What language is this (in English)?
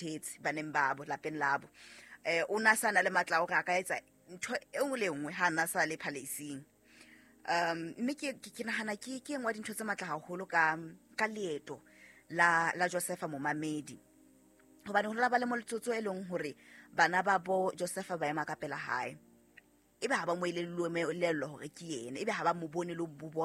Southern Sotho